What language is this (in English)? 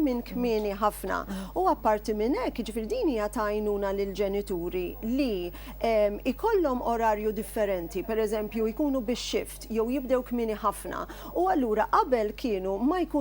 Maltese